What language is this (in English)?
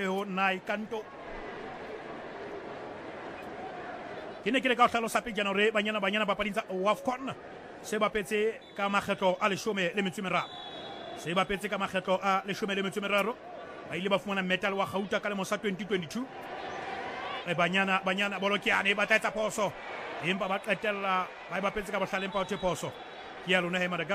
Southern Sotho